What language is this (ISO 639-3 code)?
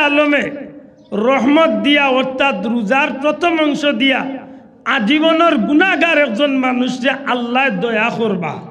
syl